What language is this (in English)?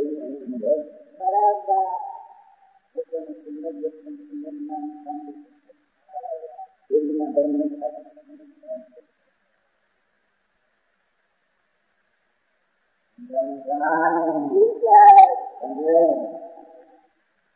Gujarati